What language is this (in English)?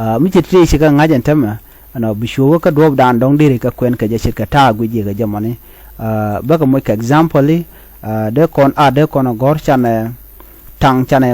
Nuer